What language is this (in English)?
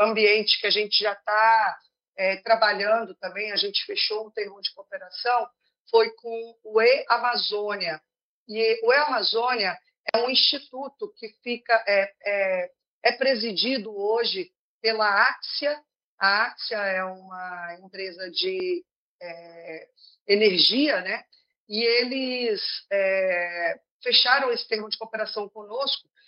Portuguese